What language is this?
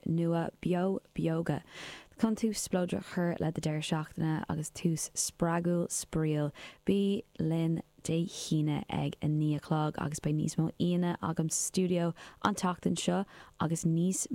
Irish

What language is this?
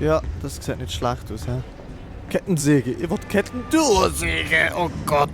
Swiss German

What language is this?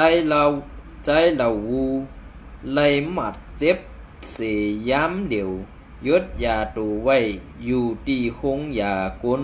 Shan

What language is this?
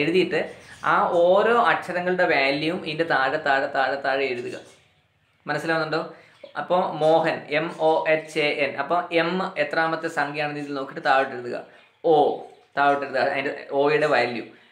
Malayalam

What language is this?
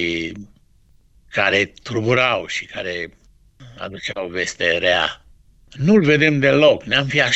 Romanian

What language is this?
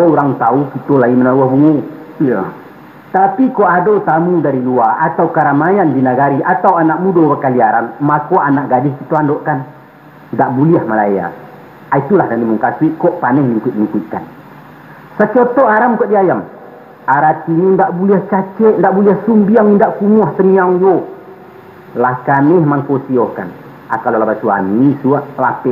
Minangkabau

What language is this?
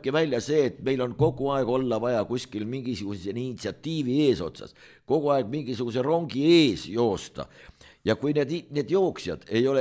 Estonian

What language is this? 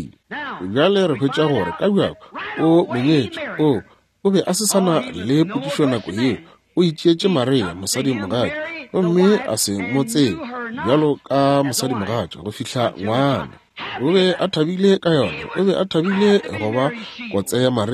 Northern Sotho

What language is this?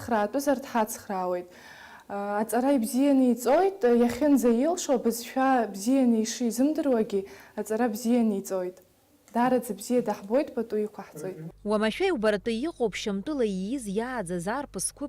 Abkhazian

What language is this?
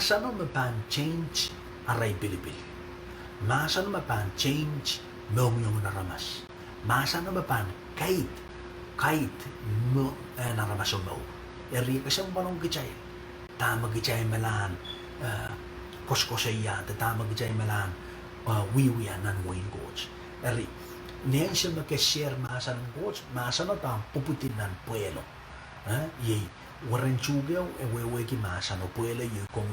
Pohnpeian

